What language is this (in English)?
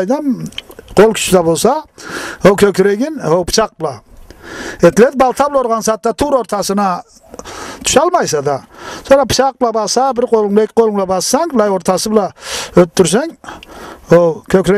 Karachay-Balkar